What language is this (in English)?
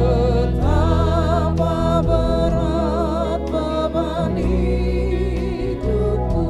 Ambonese Malay